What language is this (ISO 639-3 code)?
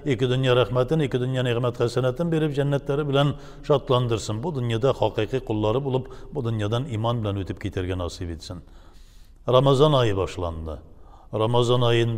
tat